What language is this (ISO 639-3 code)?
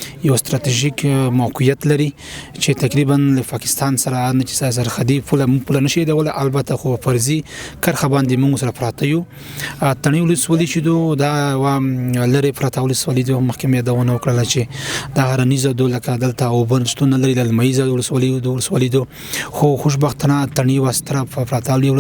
pus